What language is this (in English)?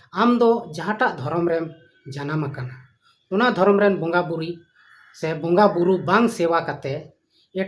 Santali